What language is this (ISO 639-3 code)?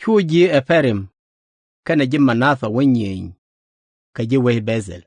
nus